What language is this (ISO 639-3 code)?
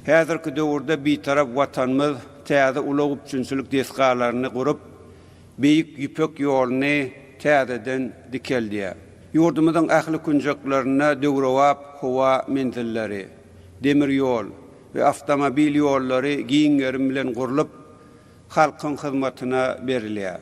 tuk